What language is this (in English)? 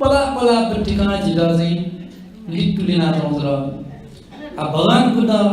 Newari